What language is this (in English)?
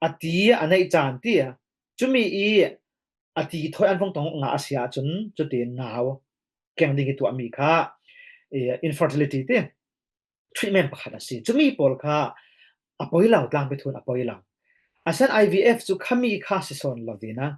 Falam Chin